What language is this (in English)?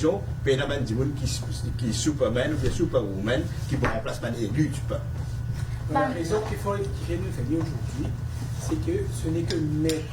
Morisyen